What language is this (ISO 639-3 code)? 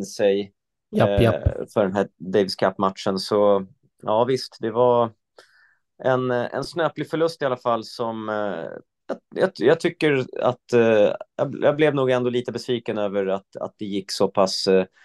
swe